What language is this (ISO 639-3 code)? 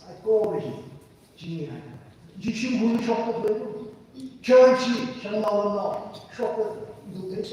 nmf